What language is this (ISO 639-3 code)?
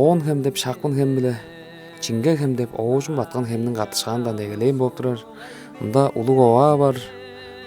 tyv